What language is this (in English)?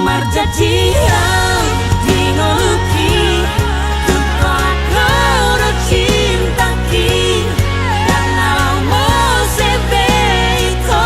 Batak Toba